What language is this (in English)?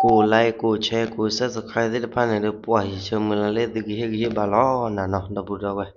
S'gaw Karen